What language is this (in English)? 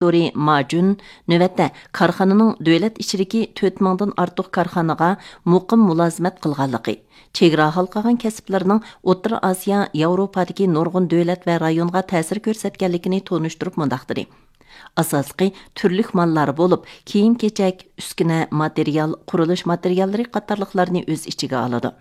Uyghur